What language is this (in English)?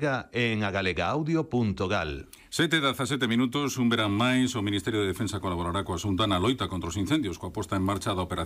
Galician